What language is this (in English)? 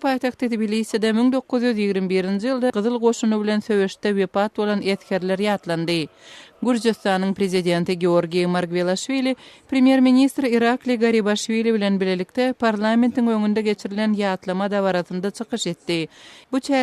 Turkmen